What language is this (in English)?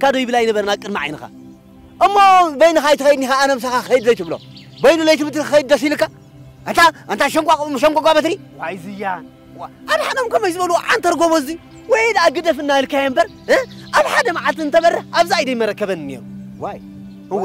Tigrinya